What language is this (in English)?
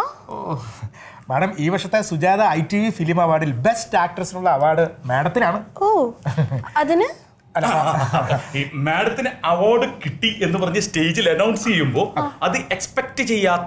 Malayalam